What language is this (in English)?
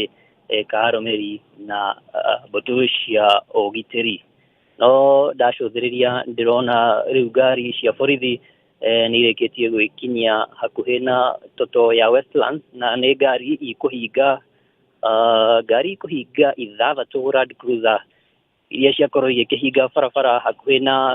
Kikuyu